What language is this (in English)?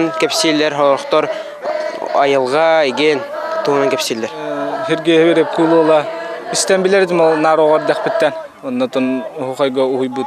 Yakut